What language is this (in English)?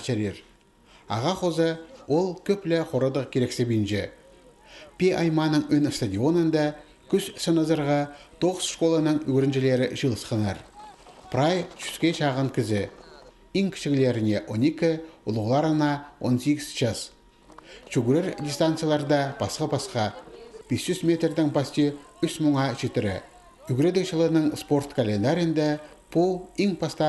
Khakas